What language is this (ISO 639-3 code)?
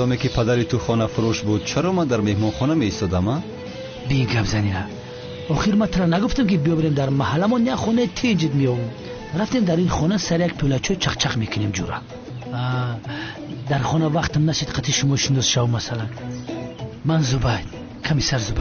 tgk